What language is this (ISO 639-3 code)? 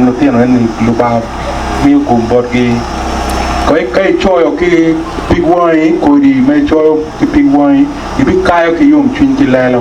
ach